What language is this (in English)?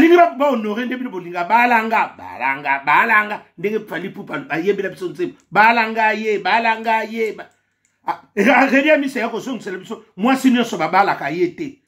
Lingala